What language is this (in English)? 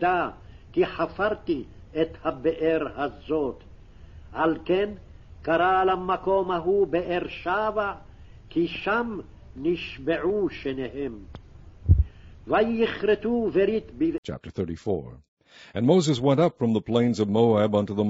Hebrew